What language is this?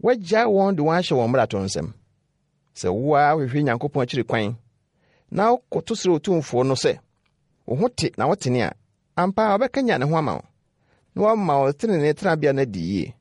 Akan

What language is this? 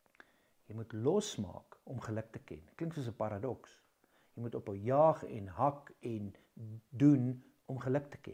Afrikaans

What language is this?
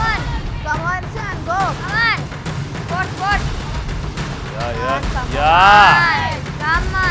Kannada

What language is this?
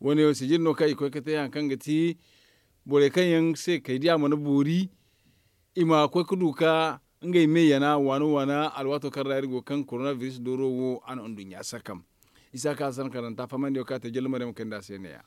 Zarma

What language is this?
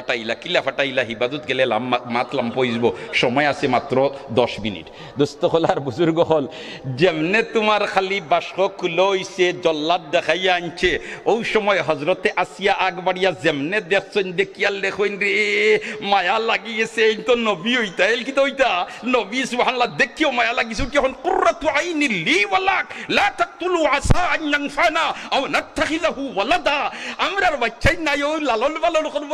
Sylheti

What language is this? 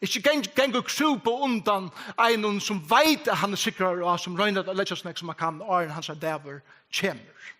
Faroese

